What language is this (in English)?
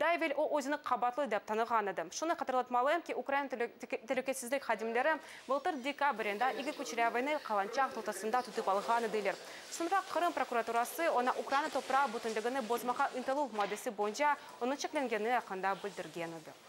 Crimean Tatar